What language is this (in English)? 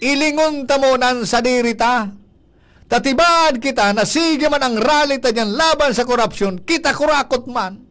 Bikol